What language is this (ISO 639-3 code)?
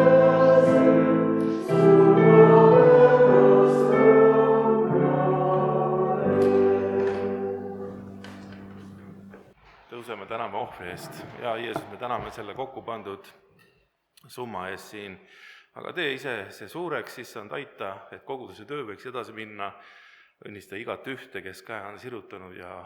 est